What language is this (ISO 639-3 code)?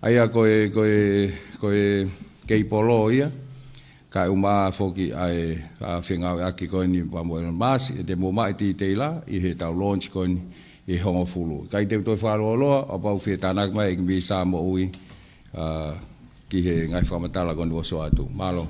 ton